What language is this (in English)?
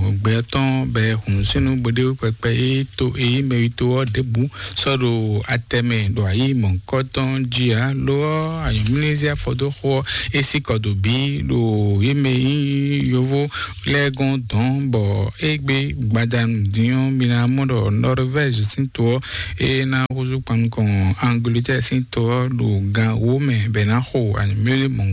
Fon